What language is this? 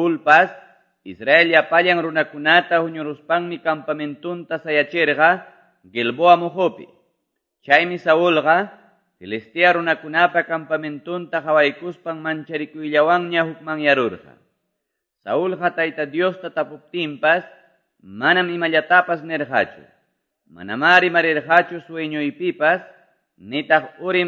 Quechua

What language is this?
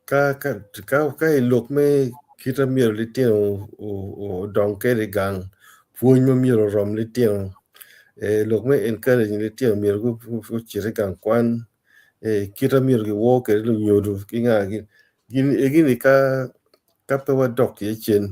Acoli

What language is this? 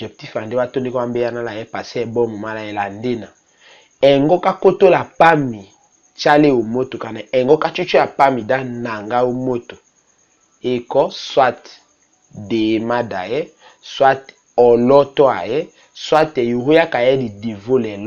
Tetela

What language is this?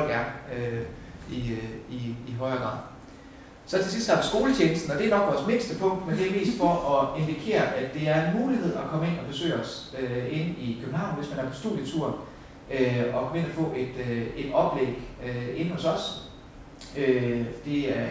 Danish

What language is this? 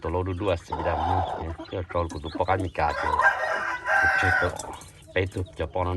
Hmong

